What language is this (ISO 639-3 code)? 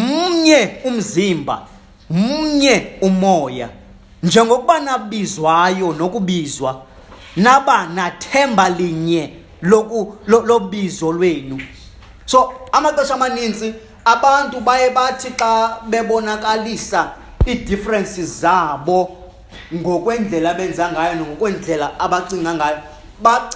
xho